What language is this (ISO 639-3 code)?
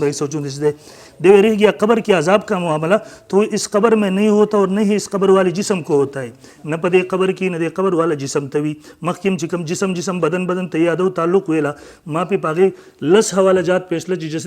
pus